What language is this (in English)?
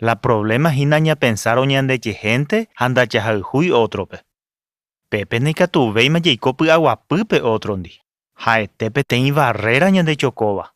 Guarani